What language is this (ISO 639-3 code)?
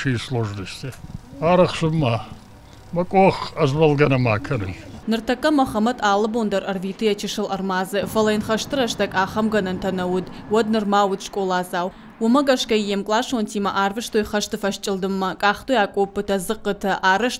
oss